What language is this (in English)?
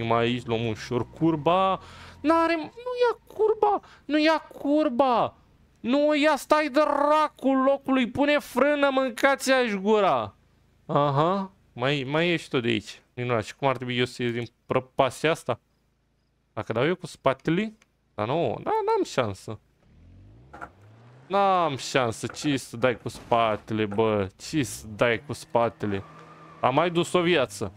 Romanian